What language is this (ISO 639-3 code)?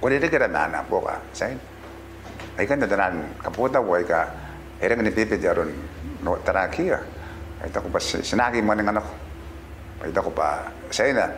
gil